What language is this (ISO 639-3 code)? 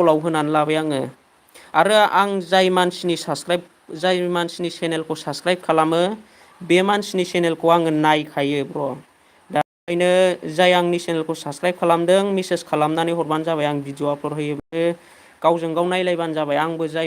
brx